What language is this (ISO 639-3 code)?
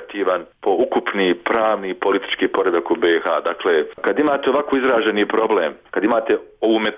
bos